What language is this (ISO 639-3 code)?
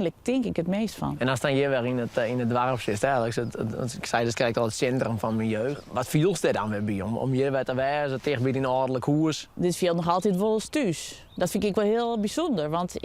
fry